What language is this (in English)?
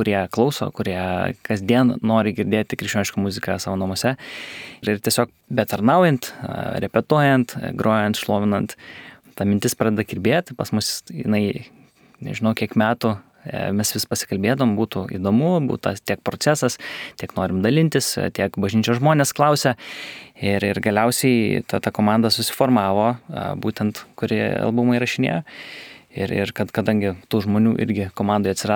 Lithuanian